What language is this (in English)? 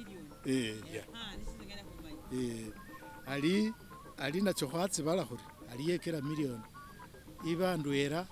Masaaba